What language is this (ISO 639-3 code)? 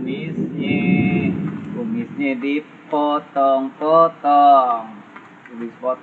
bew